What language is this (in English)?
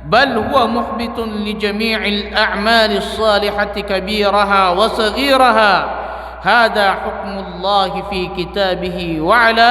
Maranao